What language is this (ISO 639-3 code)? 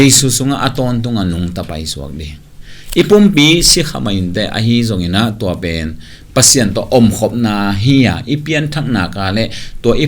ctd